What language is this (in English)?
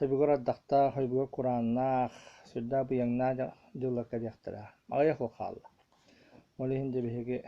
Yakut